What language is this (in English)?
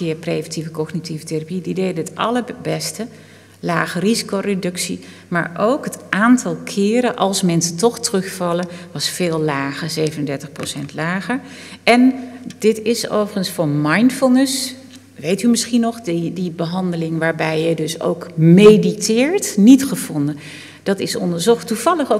Dutch